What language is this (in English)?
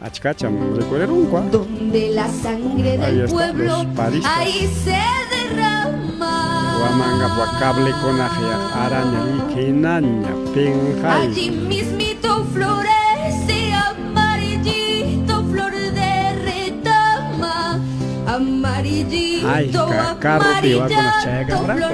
Ayacucho Quechua